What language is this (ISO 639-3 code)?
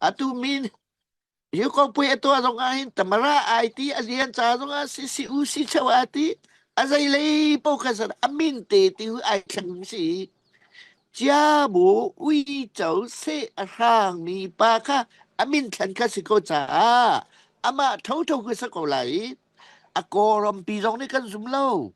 cfm